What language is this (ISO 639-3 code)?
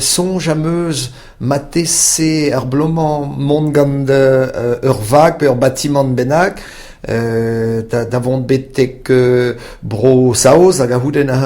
bre